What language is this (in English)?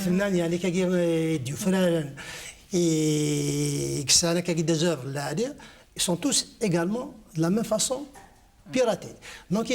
Kabyle